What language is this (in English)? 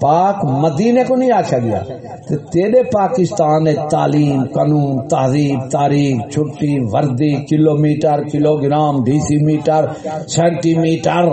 Saraiki